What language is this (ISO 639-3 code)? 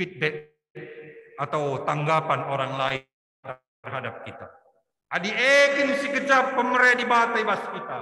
btx